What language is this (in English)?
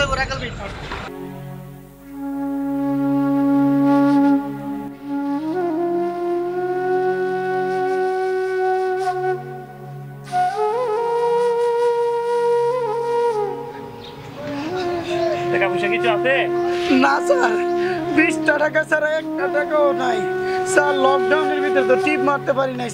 Bangla